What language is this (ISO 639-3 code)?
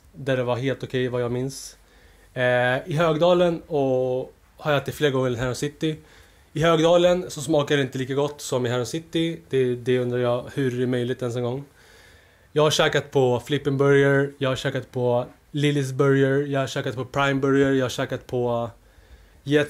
swe